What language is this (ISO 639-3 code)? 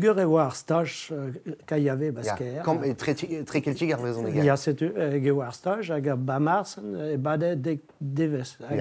bre